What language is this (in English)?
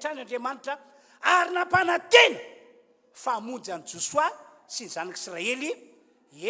Malagasy